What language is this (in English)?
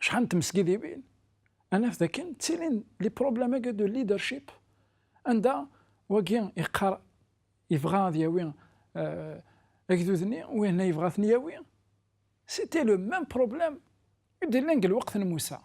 Kabyle